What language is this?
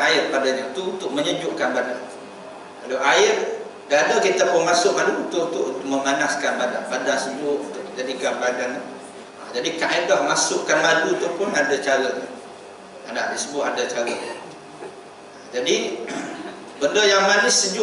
Malay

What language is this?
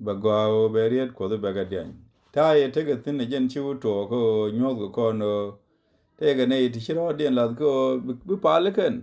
Nuer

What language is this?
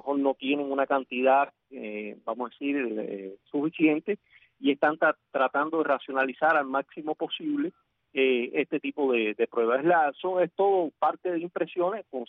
Spanish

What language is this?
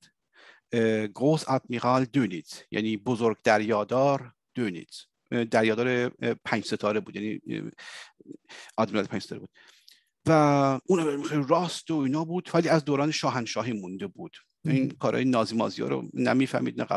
Persian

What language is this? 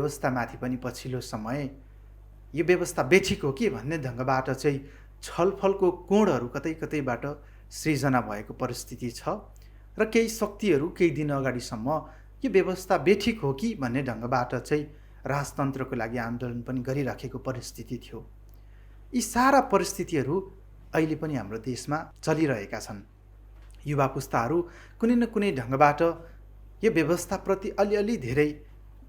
Nepali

